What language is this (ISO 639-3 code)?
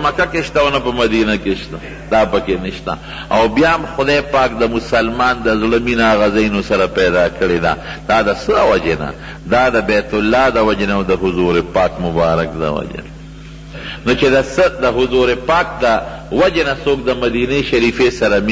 pus